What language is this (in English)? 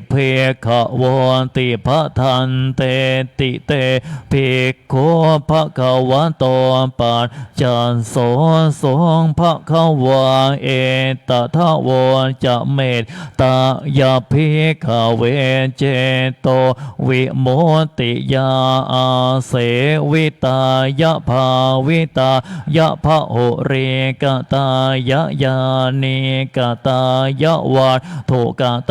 Pali